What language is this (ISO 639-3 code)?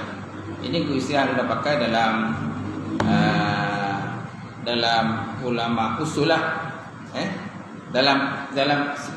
msa